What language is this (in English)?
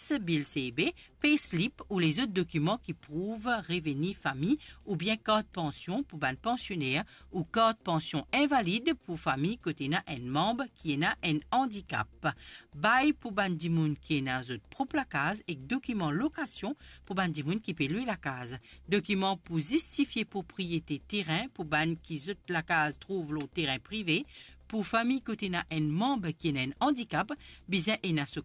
Morisyen